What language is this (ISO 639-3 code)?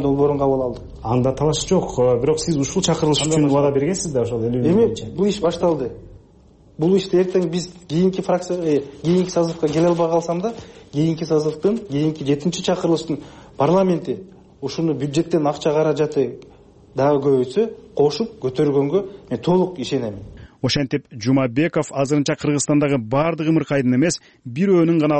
kir